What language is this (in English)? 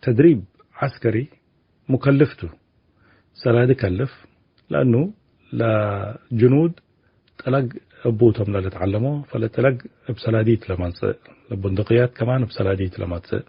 Tigre